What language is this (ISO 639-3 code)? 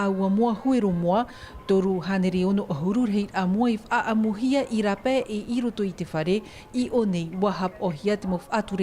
tah